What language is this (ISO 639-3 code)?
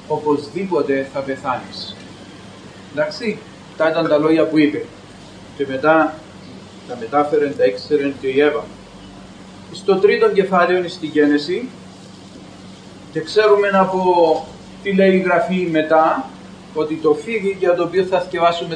ell